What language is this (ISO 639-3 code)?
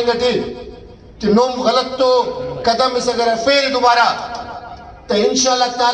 brh